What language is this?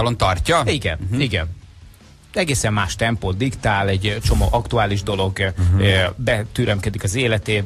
Hungarian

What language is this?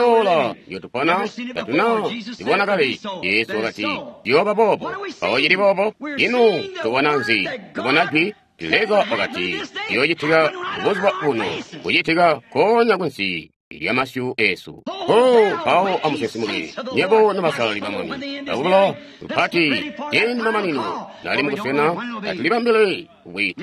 Tonga (Zambia)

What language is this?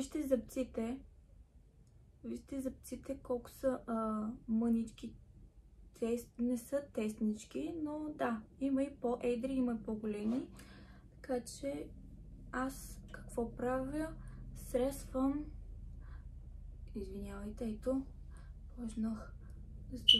Bulgarian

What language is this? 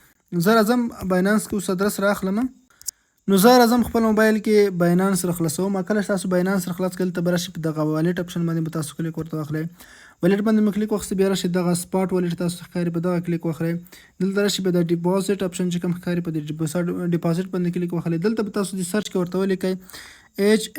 Pashto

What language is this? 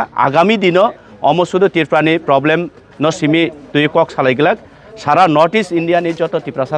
Kok Borok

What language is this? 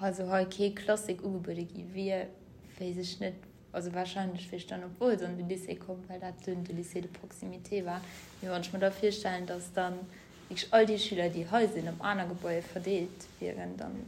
Luxembourgish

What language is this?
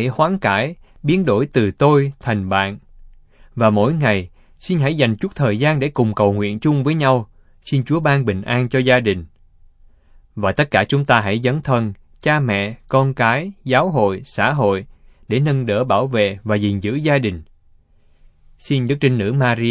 Vietnamese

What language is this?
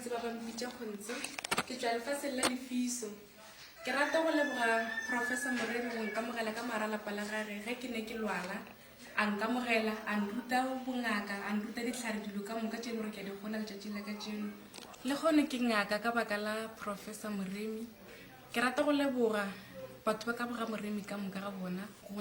Northern Sotho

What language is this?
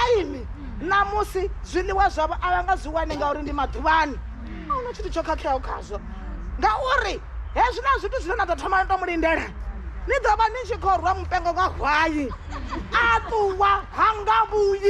Venda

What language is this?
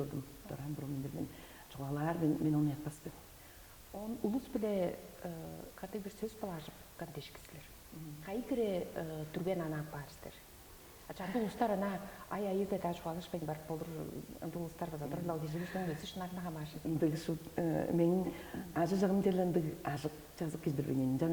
Tuvinian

